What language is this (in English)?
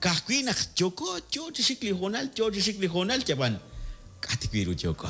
Kekchí